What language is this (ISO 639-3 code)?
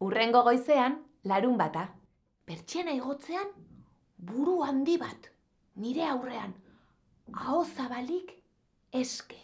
eus